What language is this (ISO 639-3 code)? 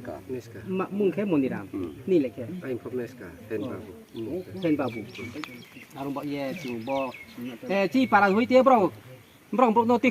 ria